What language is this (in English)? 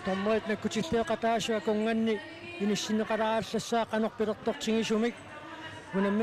Kalaallisut